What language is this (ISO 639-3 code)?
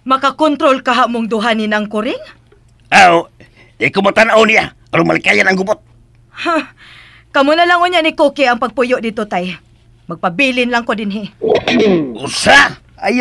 ceb